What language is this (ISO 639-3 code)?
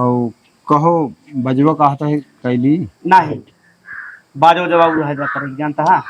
awa